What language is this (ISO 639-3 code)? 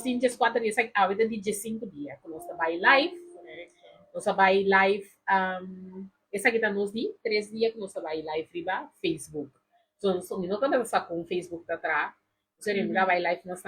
pap